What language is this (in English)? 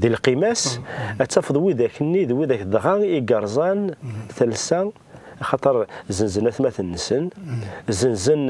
Kabyle